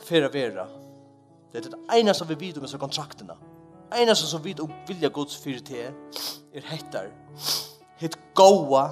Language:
Faroese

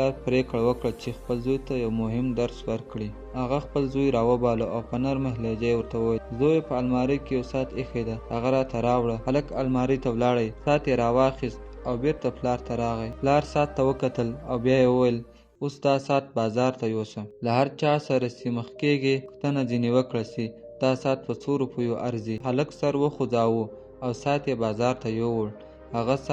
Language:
Pashto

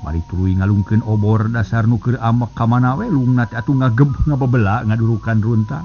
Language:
Sundanese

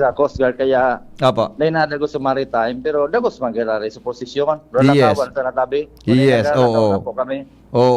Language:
Bikol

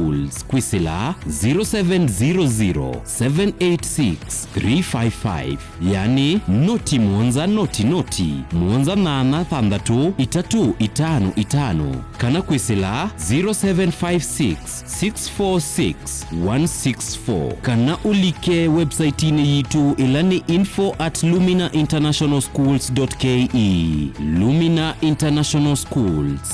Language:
Kamba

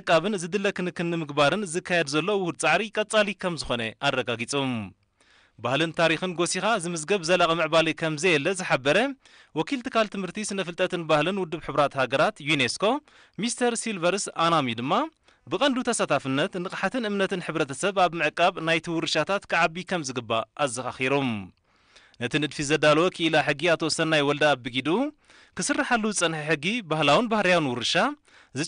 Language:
Tigrinya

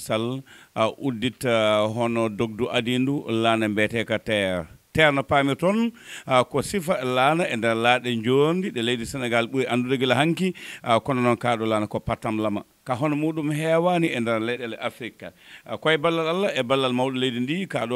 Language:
Fula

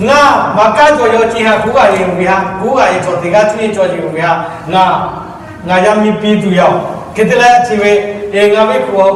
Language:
Lahu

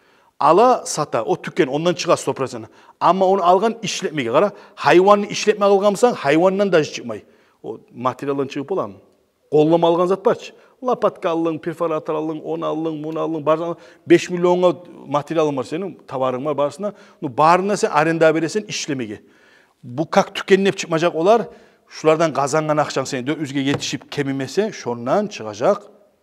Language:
Kumyk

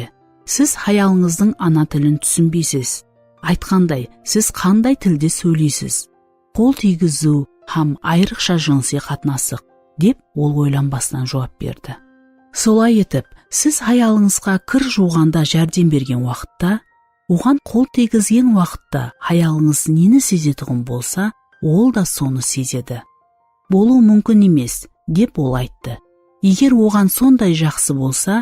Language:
Kara-Kalpak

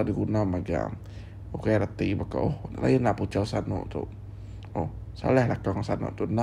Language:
Iban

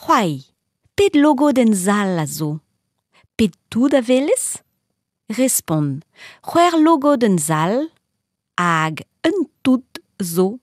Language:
Breton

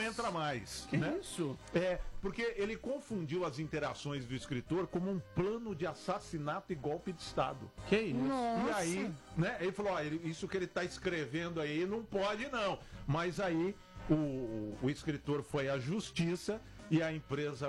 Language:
Portuguese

